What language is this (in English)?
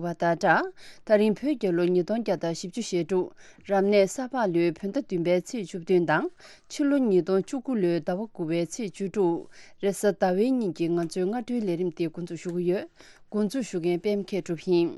Tibetan